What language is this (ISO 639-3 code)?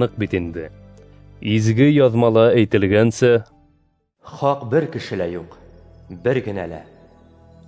bak